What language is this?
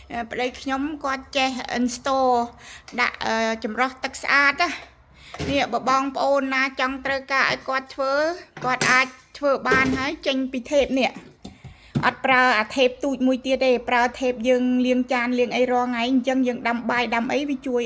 Khmer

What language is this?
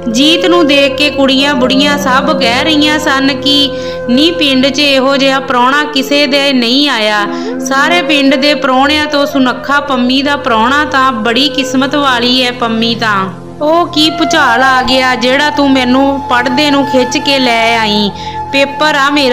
Punjabi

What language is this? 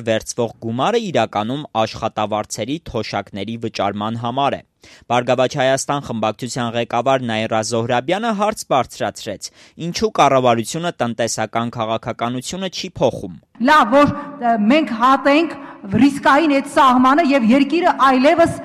Armenian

